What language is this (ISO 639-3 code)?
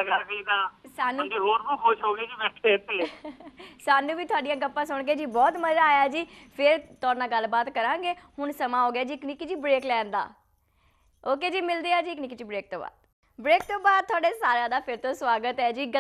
pan